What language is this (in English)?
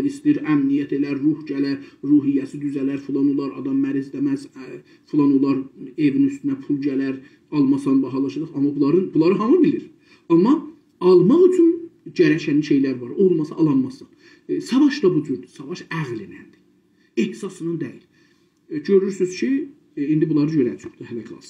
South Azerbaijani